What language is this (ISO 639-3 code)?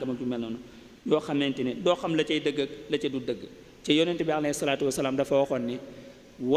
wol